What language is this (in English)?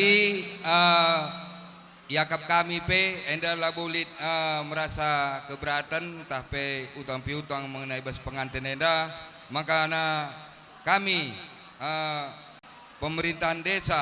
Batak Karo